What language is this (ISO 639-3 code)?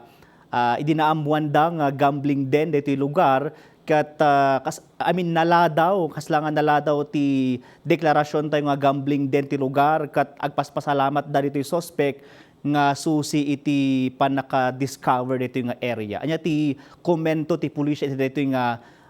ilo